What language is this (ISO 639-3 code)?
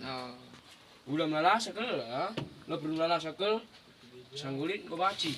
btx